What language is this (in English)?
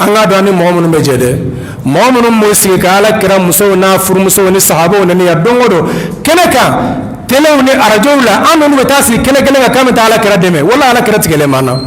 Bambara